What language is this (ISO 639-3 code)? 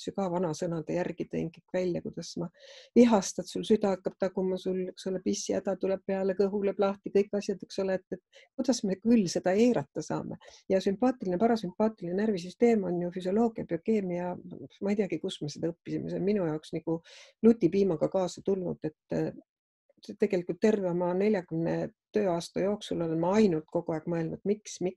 est